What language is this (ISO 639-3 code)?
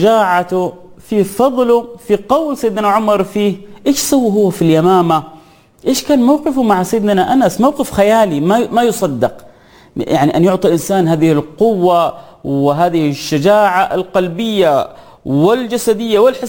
ara